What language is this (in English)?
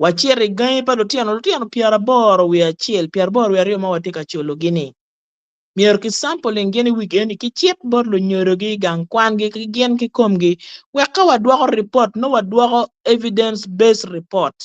Acoli